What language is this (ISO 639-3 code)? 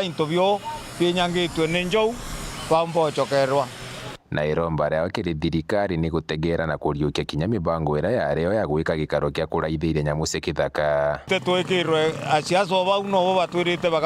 mer